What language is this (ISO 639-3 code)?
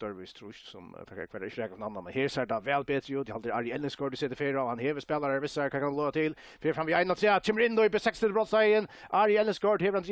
fao